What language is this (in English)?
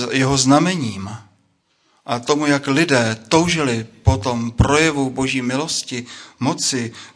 Czech